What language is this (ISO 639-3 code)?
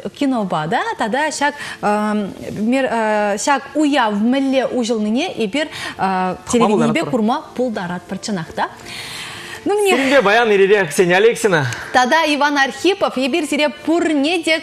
chv